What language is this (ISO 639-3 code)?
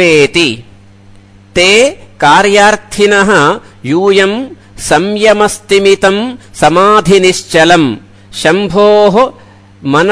san